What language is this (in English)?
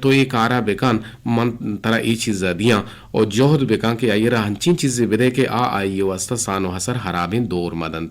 Eastern Balochi